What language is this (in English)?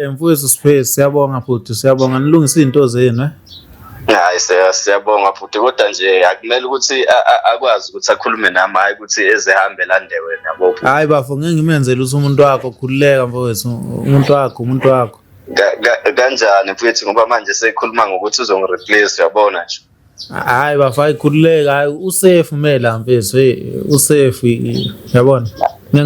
Zulu